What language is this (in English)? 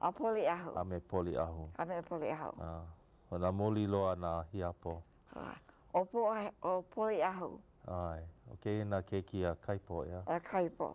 Hawaiian